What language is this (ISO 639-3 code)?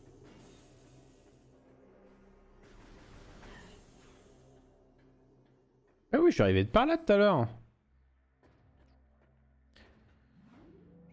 fra